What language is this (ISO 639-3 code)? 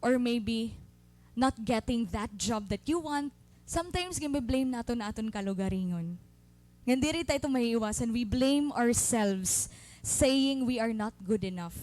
war